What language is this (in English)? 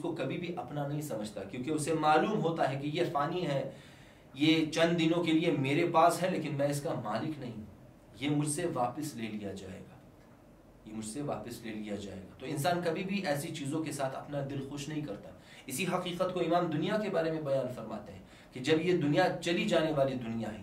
Urdu